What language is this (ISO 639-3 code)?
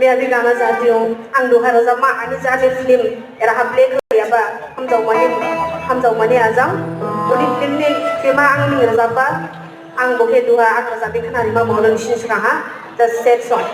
trp